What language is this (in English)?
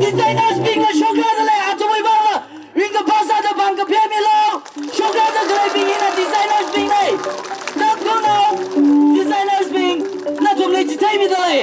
Tangkhul Naga (India)